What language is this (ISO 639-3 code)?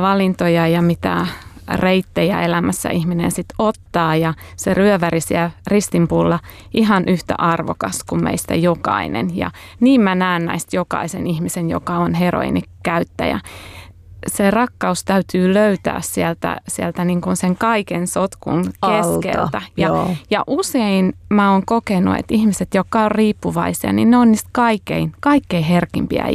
fin